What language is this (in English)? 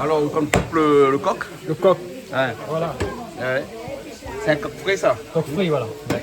Réunion Creole French